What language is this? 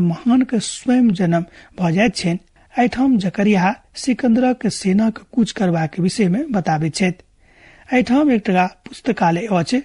Maithili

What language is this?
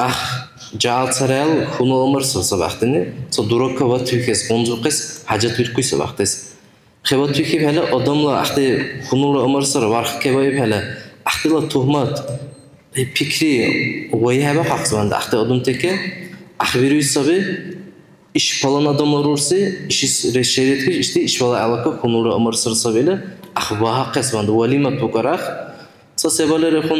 Dargwa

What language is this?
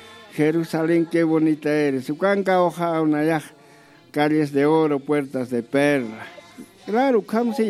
Aymara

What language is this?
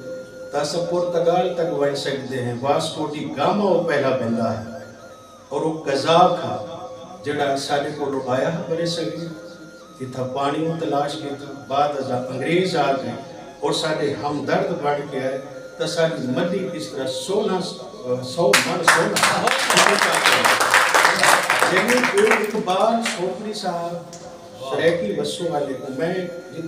Saraiki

